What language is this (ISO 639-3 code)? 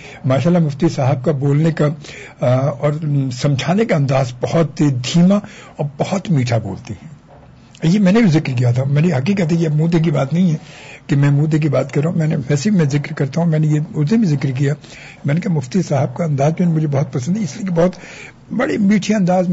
urd